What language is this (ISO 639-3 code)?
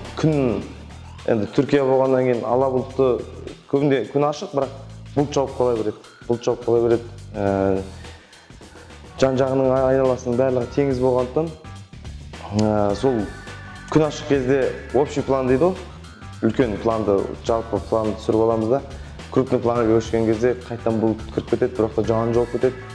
kaz